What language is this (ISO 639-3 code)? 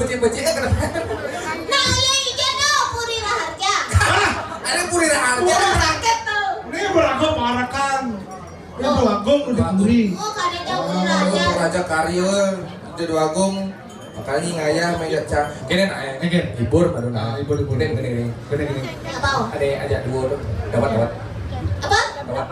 ban